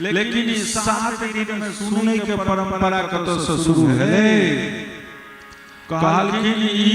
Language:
Maithili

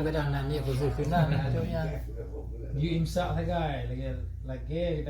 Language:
Achinese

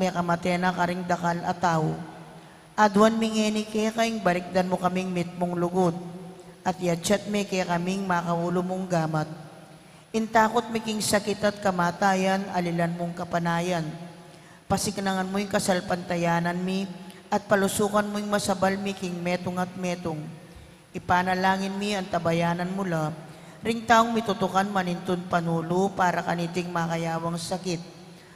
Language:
Pampanga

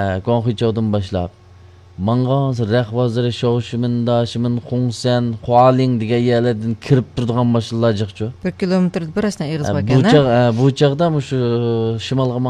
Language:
Uyghur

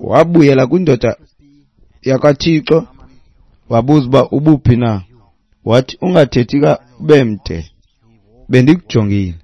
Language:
Xhosa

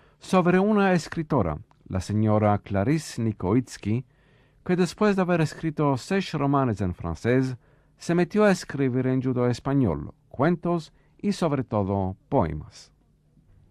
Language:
Ladino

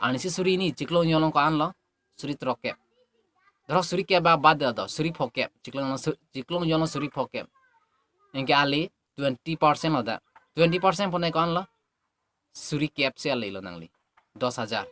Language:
Karbi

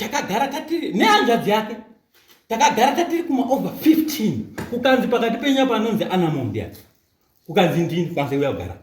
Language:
Shona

